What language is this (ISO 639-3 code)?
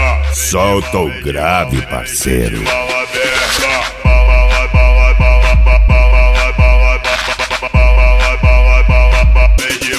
por